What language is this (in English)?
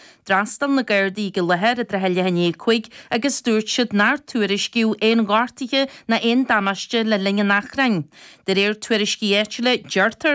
Irish